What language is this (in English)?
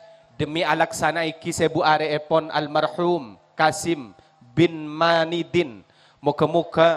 Madurese